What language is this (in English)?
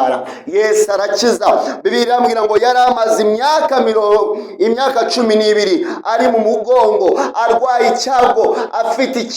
Kinyarwanda